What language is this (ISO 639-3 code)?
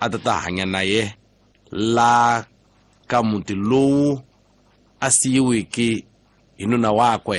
tso